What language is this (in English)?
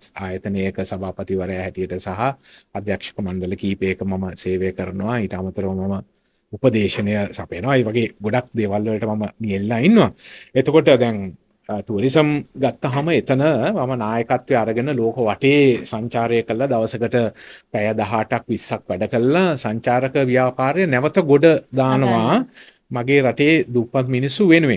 Sinhala